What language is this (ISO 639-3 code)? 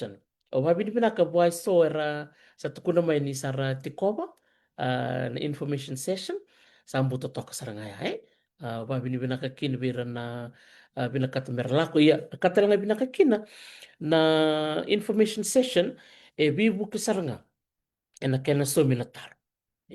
fij